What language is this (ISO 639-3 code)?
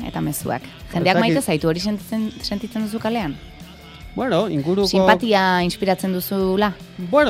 eus